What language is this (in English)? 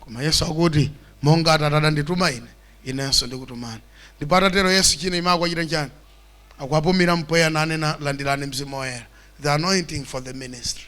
Nyanja